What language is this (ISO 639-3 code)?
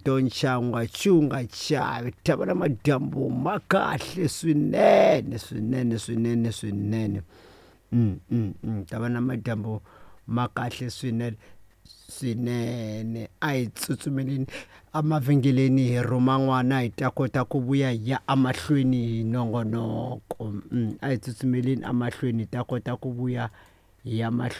tso